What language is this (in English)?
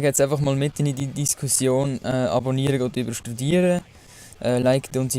Swiss German